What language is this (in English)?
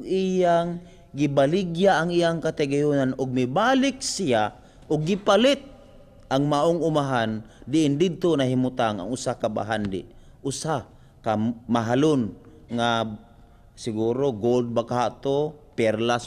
Cebuano